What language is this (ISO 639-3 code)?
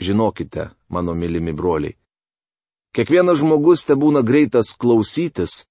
lit